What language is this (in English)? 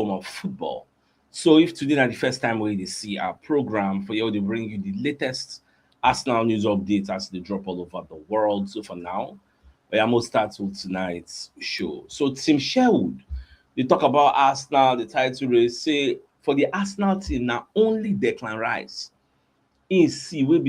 Nigerian Pidgin